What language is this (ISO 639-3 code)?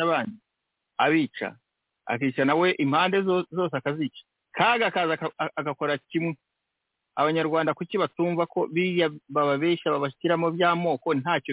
kin